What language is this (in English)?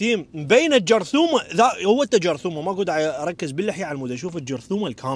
Mesopotamian Arabic